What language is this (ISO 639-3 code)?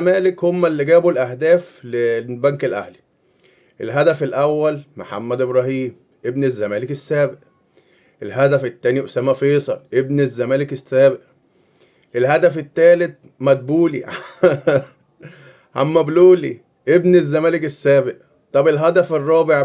arz